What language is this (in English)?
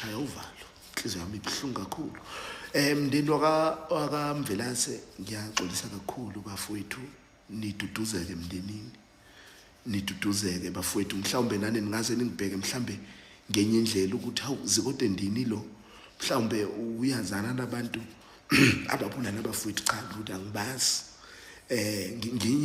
Zulu